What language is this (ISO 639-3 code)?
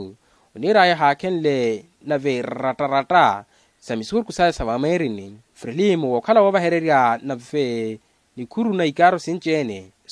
vmw